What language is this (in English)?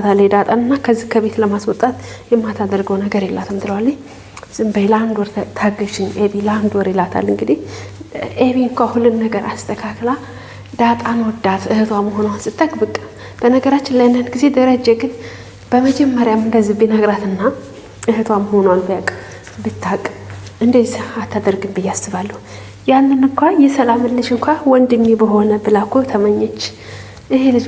Amharic